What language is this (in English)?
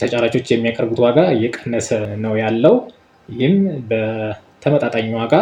Amharic